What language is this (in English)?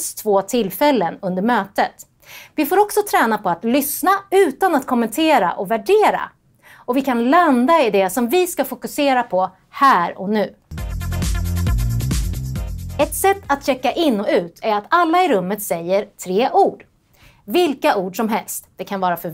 Swedish